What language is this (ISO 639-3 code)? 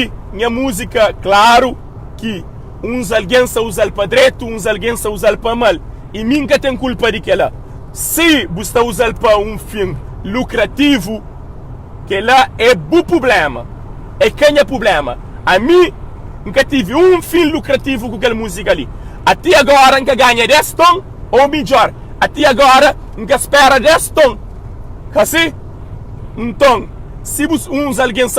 kea